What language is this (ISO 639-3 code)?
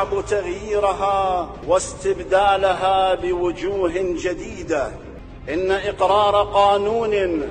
acm